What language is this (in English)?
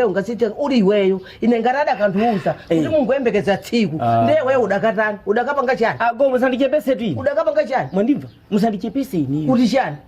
Nyanja